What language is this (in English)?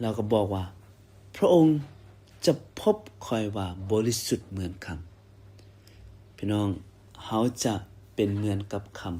Lao